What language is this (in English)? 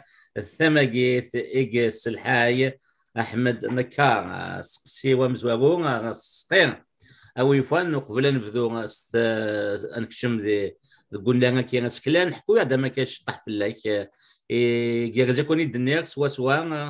Kabyle